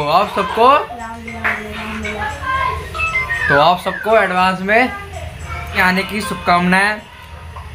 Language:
Hindi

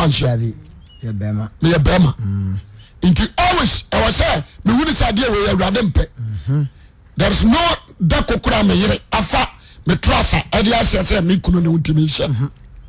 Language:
Akan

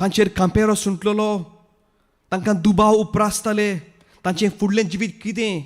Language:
Konkani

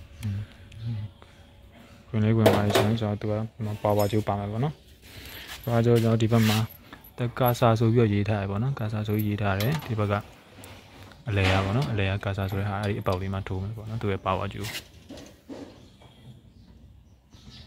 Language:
Burmese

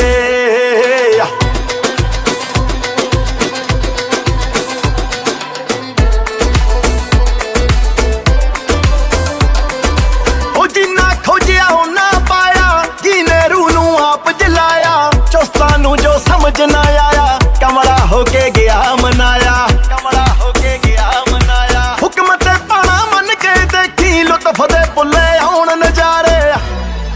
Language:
Punjabi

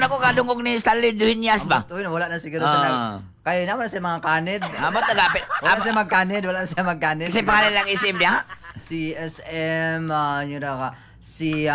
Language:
Cebuano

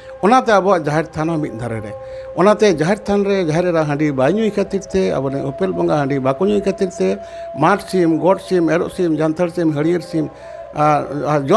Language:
Santali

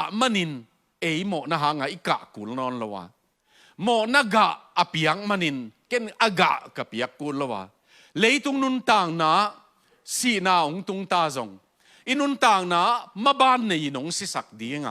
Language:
Tedim Chin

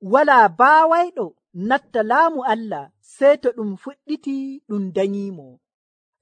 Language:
Nigerian Fulfulde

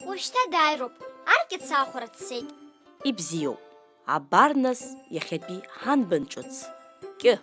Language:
Abkhazian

